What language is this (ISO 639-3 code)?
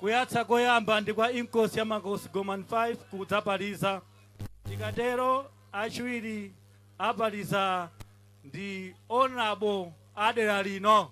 nya